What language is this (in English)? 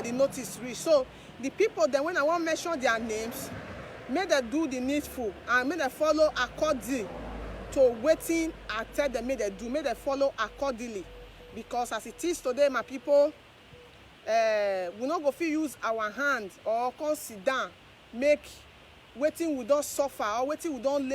Nigerian Pidgin